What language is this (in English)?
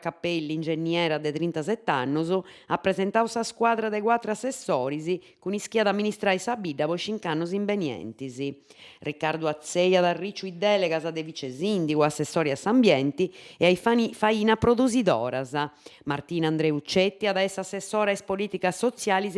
Sardinian